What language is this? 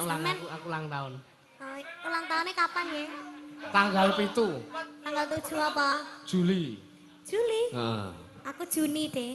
Javanese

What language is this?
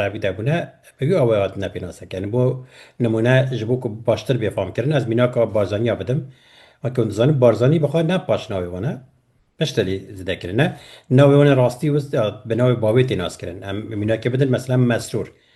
Kurdish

